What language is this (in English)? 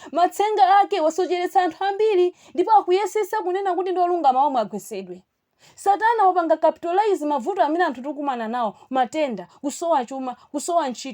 Nyanja